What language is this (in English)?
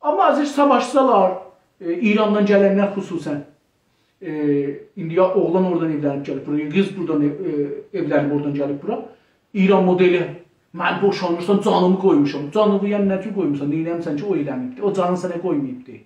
South Azerbaijani